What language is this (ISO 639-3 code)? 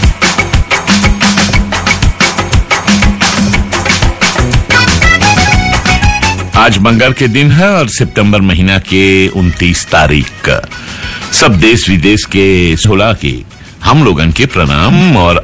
bho